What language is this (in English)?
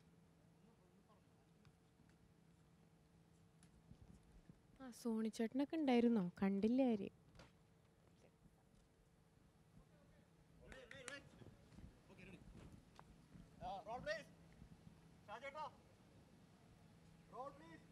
Malayalam